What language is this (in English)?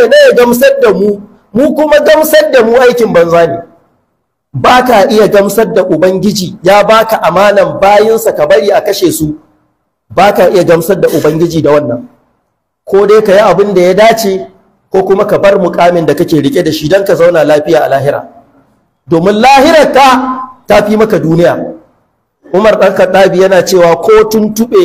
Hausa